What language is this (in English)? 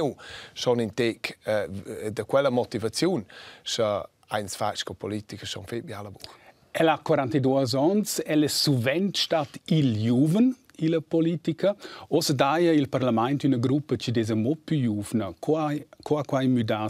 Romansh